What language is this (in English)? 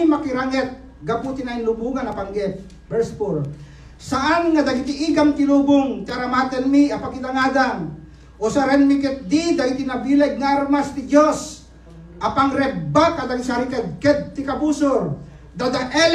Iloko